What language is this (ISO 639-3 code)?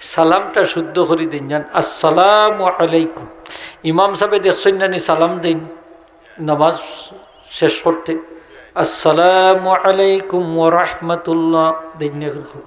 syl